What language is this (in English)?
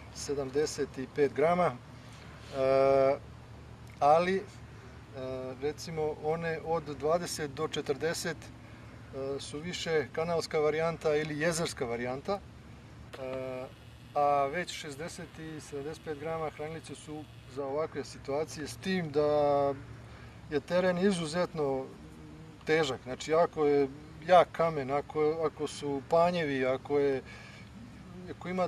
Serbian